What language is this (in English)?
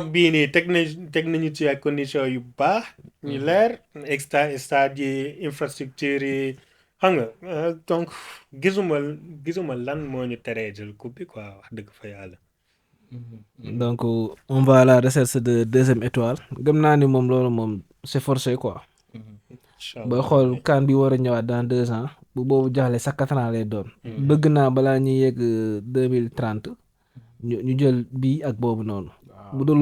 Wolof